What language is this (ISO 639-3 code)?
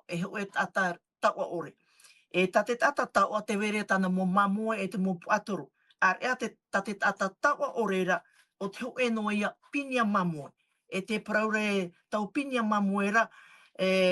tah